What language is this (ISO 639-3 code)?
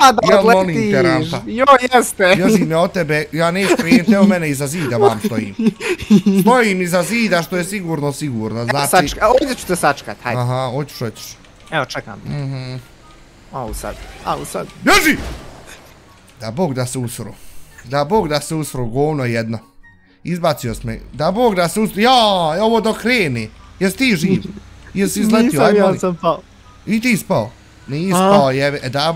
bos